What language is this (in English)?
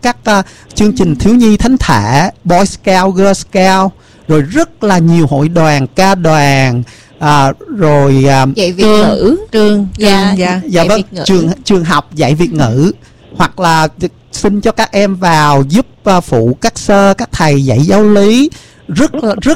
Vietnamese